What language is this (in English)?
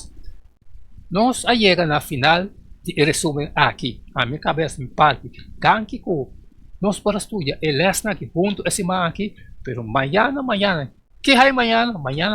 Papiamento